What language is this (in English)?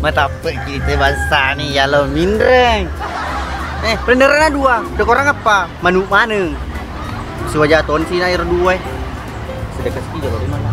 Buginese